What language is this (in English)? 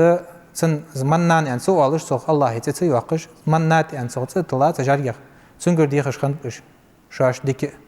Ingush